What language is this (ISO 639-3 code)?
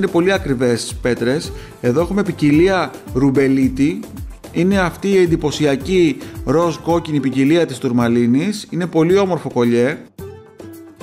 ell